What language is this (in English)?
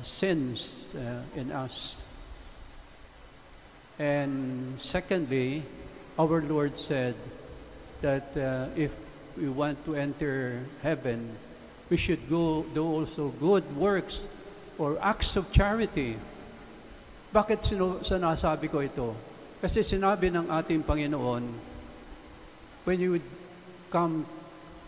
Filipino